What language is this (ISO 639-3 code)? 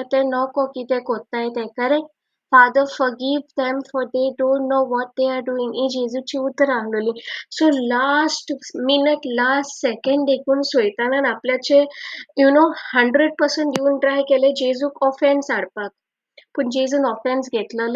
kok